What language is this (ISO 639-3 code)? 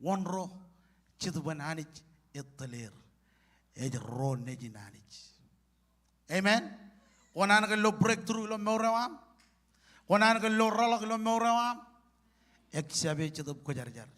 mah